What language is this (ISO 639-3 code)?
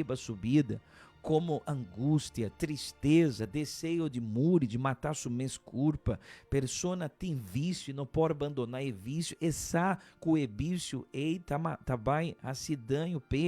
pap